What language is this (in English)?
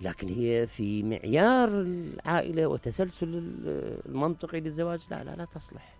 Mesopotamian Arabic